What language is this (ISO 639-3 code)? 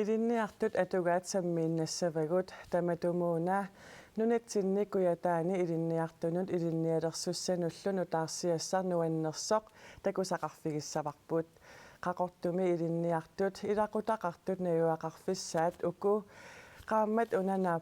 kal